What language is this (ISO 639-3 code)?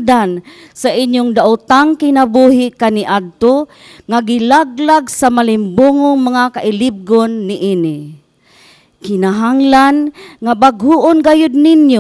ceb